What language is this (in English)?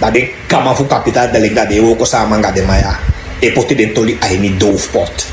Sranan Tongo